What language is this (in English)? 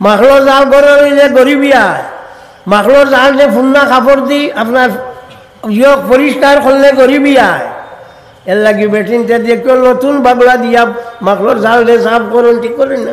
Sylheti